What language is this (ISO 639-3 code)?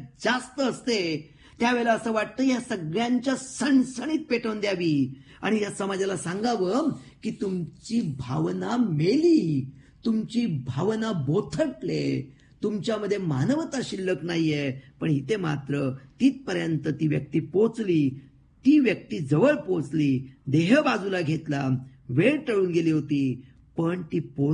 mar